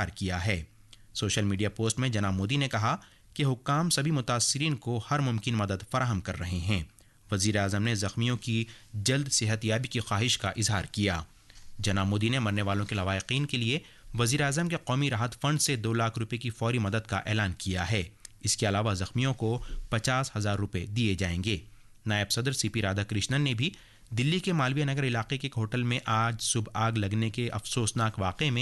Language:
Urdu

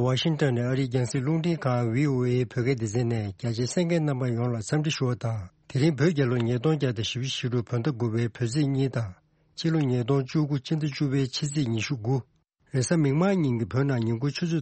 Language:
Tibetan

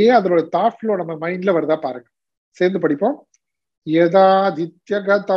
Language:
Tamil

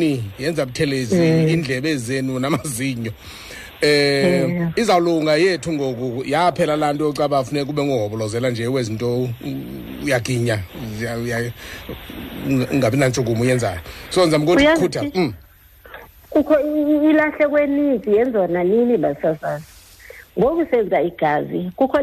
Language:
Xhosa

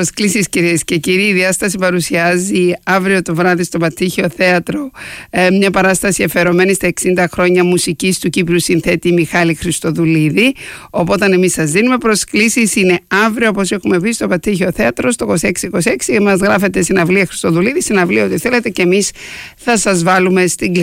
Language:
Greek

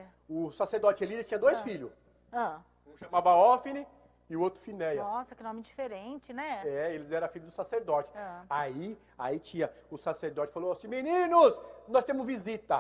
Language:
Portuguese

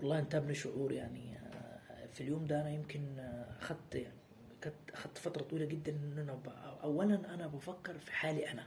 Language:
Egyptian Arabic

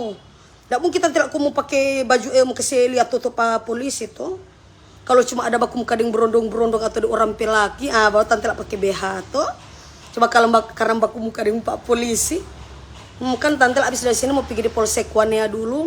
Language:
Manado Malay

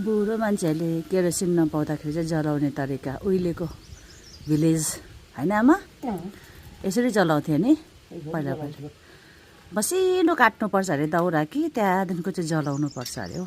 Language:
Nepali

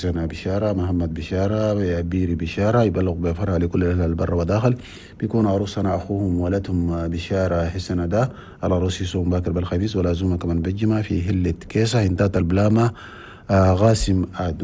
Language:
Chadian Arabic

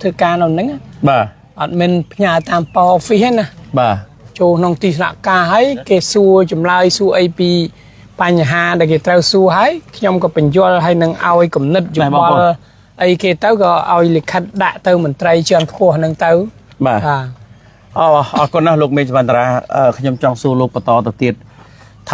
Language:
Khmer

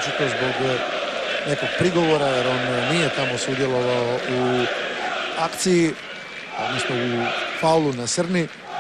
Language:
Croatian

